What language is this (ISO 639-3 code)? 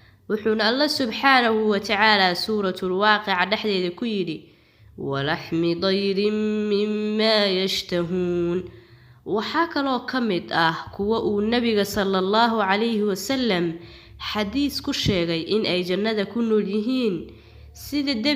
som